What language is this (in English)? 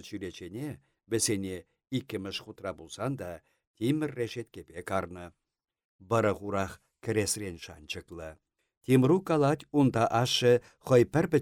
Chuvash